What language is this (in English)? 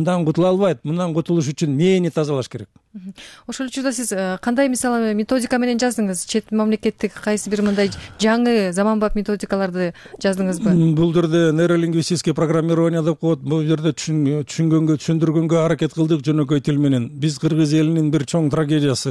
Kyrgyz